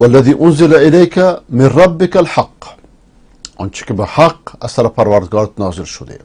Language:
Persian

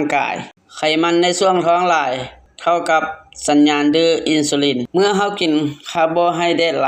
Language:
Lao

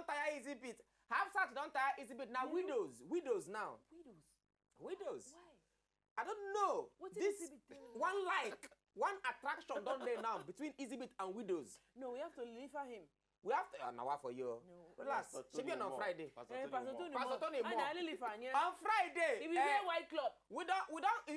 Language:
Nigerian Pidgin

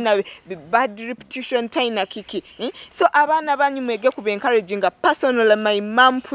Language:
Nyoro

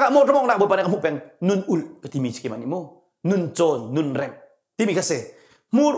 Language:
Hakha Chin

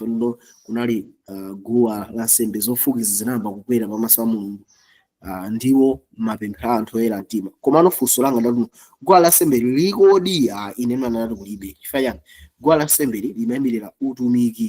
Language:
Nyanja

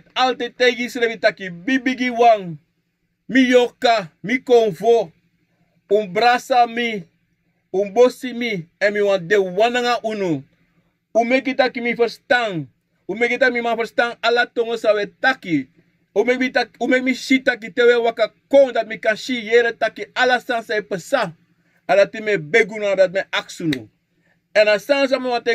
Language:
Sranan Tongo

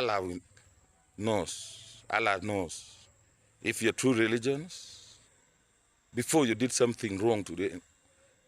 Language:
Acoli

